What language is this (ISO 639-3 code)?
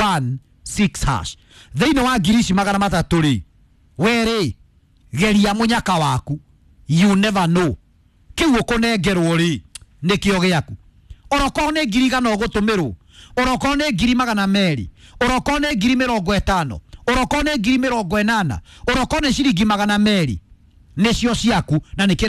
kik